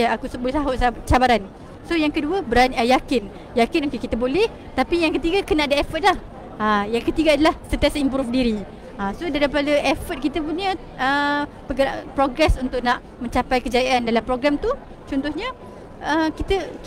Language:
Malay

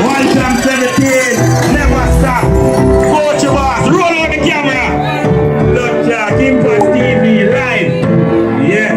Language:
Jamaican Creole English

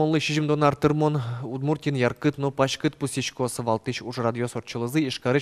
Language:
Udmurt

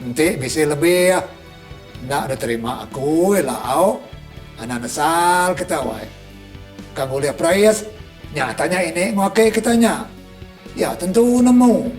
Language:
Iban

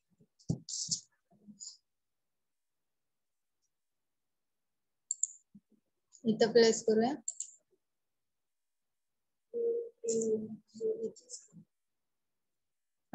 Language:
Marathi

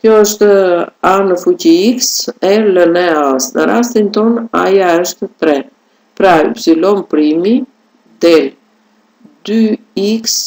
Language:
Albanian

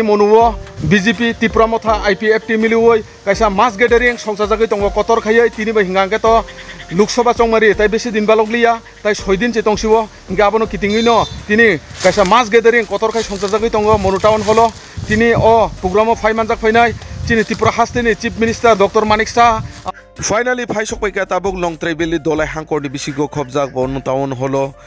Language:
Kok Borok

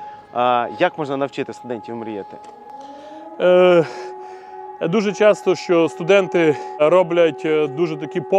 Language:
Ukrainian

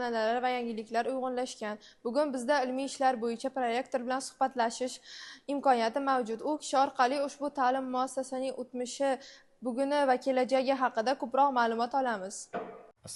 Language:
Uzbek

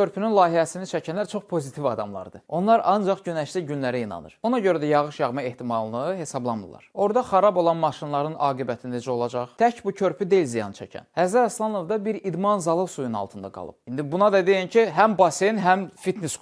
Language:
Azerbaijani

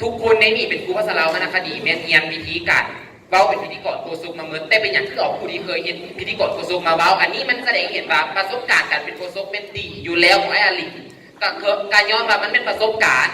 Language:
Lao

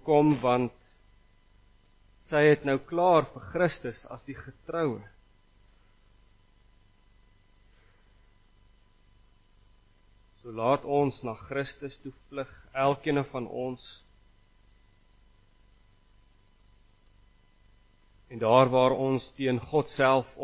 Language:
Afrikaans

